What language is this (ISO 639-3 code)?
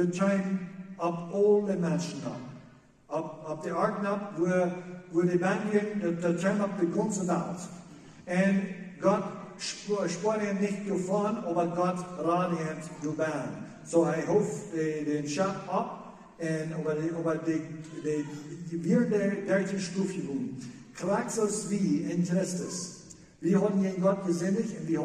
pdt